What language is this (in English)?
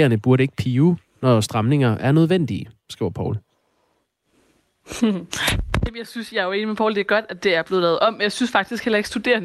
Danish